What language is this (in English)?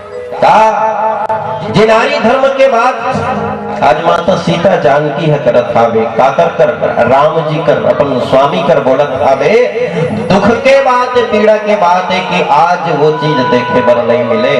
Chhattisgarhi